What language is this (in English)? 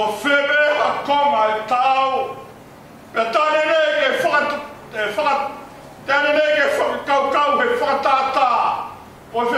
Tongan